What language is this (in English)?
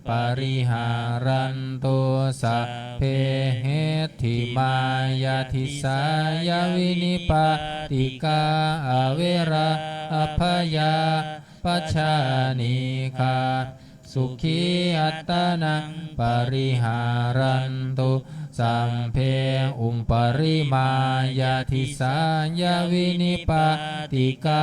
Pali